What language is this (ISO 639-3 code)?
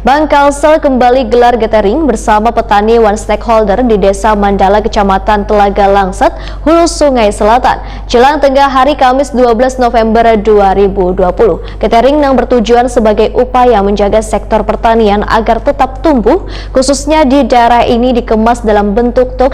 bjn